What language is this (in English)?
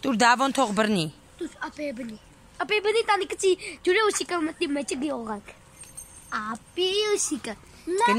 Armenian